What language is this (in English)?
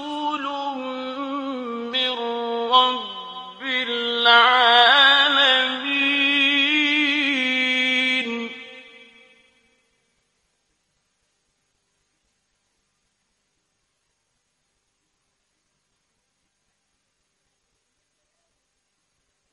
Persian